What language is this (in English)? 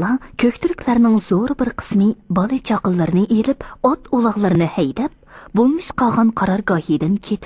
Uyghur